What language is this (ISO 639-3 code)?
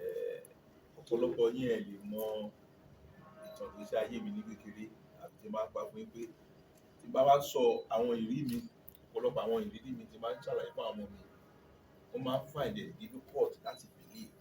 yor